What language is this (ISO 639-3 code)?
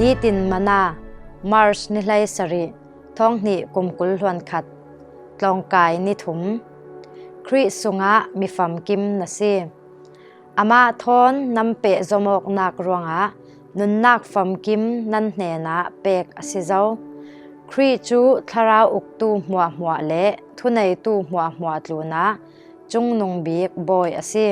cfm